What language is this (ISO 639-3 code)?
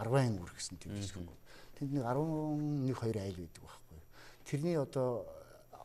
mon